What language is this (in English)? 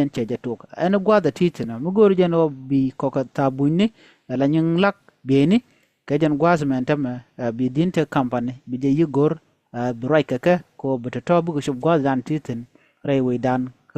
Nuer